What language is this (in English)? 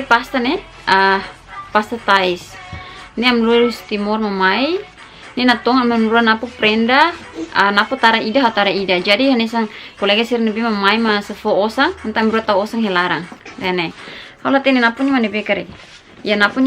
Tetum